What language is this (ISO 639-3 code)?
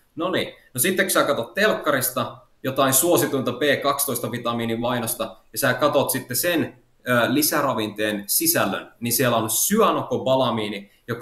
fin